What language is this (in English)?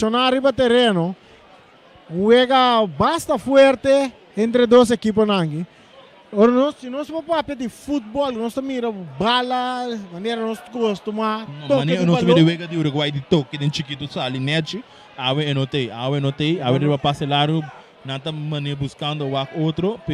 Papiamento